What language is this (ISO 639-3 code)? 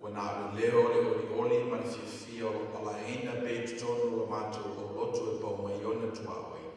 smo